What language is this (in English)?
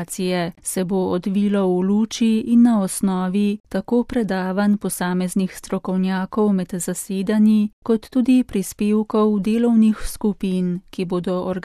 Slovenian